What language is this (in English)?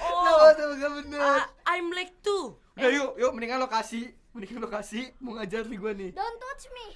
Betawi